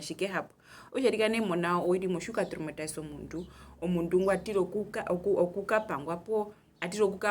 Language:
Herero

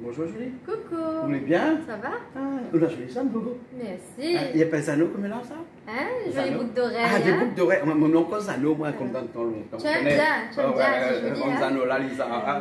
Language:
Réunion Creole French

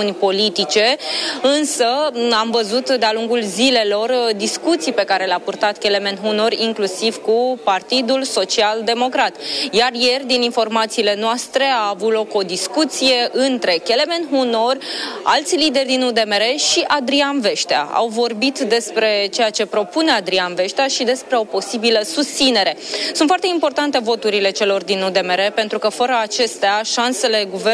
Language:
Romanian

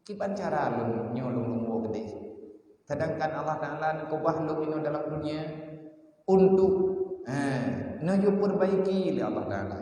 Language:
Achinese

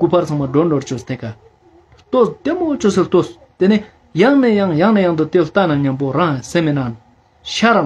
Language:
Ladakhi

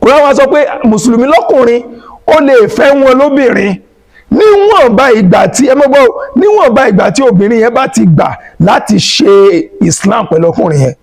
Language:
Yoruba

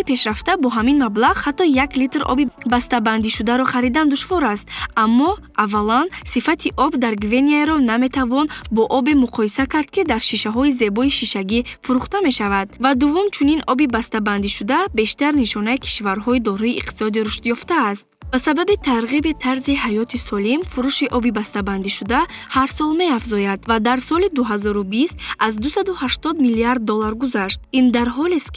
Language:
Tajik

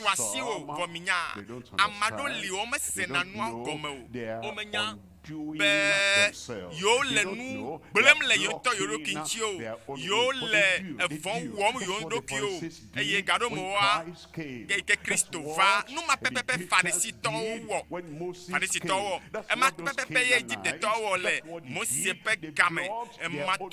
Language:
Ewe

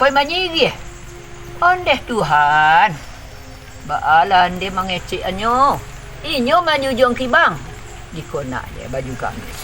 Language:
Minangkabau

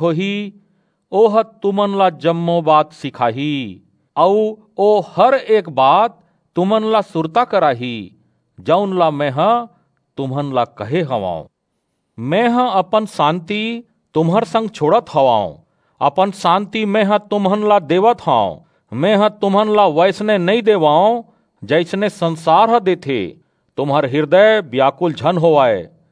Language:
Chhattisgarhi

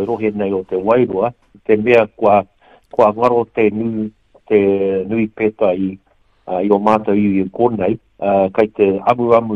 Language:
Māori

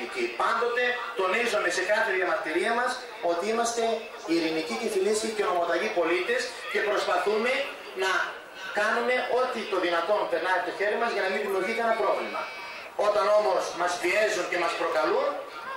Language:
Greek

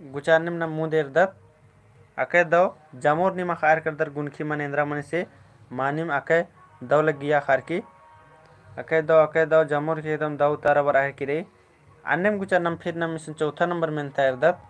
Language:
Kurukh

